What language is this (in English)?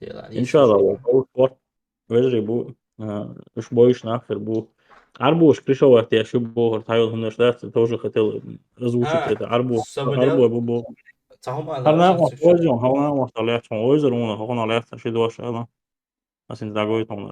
Chechen